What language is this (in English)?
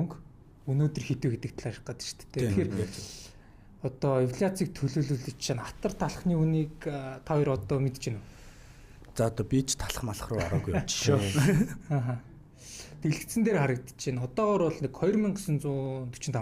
Mongolian